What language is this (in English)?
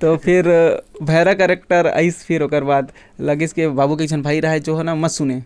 Chhattisgarhi